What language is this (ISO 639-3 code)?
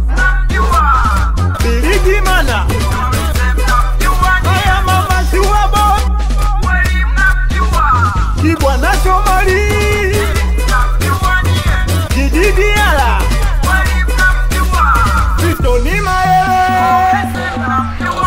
swa